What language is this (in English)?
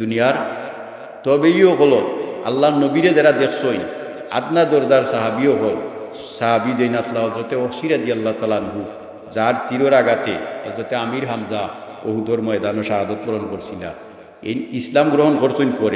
Sylheti